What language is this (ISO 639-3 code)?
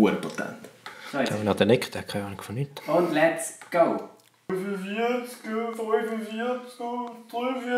gsw